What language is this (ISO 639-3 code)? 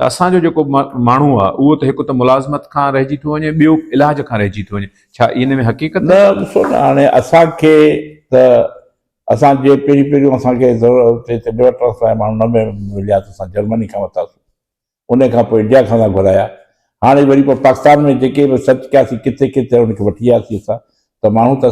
snd